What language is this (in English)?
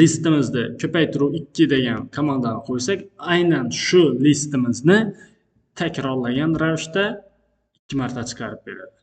Uzbek